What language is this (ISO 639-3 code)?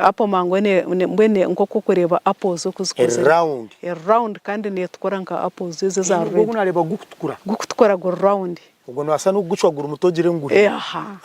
nyn